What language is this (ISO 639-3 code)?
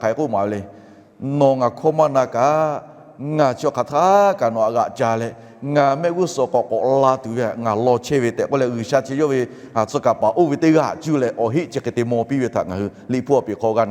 lhu